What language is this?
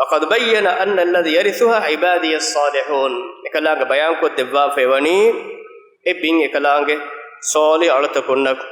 Divehi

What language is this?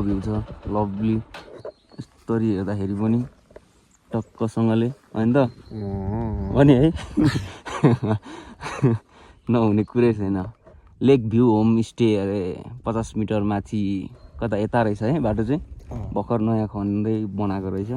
Nepali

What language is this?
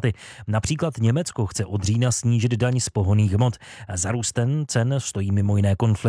Czech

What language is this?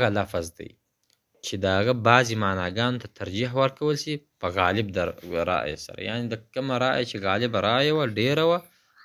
Pashto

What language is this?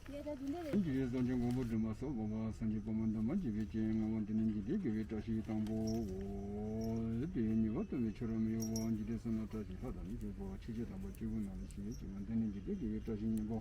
Tibetan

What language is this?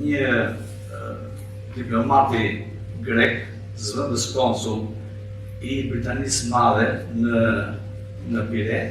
Albanian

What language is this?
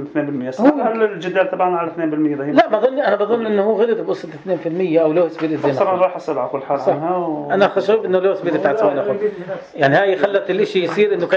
North Levantine Arabic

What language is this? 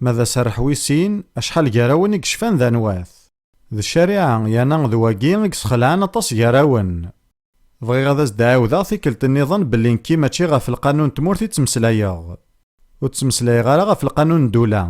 Kabyle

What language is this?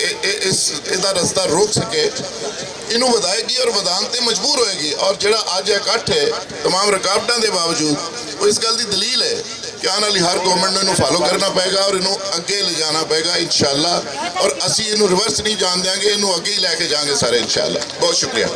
Western Panjabi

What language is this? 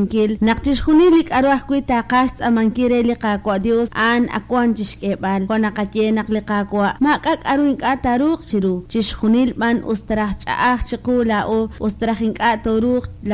Kekchí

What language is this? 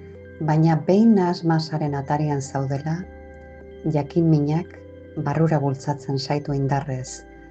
Basque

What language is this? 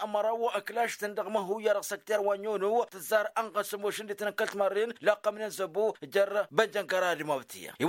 Tamasheq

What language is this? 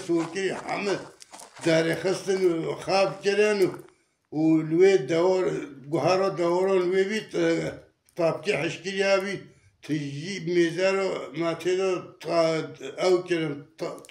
Kurdish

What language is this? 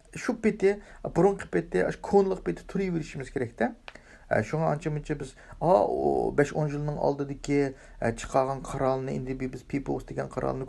Uyghur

